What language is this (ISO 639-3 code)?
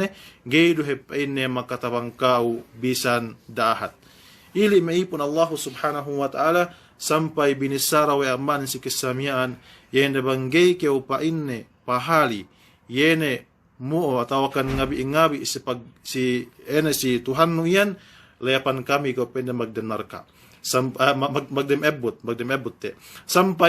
yka